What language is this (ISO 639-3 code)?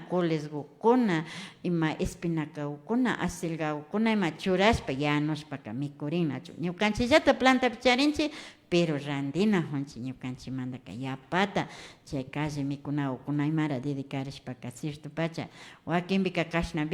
qvi